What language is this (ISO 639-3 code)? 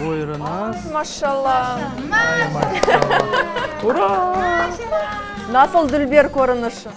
crh